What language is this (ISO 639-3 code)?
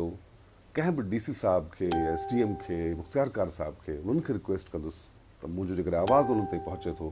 snd